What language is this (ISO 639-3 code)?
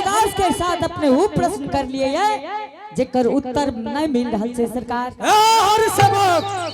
anp